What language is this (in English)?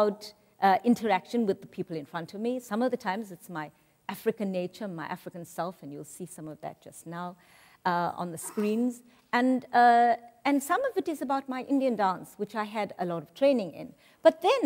English